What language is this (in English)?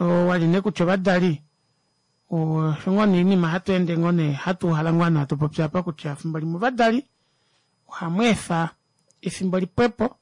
Kuanyama